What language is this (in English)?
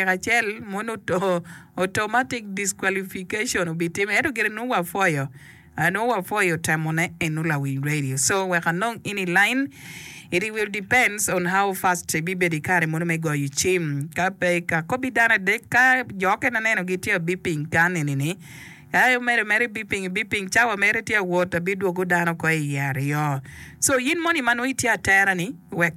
Acoli